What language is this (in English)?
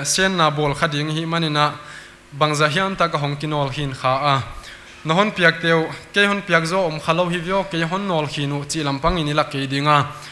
Paite Chin